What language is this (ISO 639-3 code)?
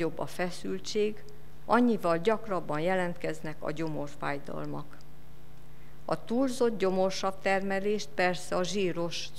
hun